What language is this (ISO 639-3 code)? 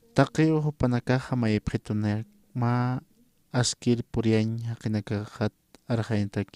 aym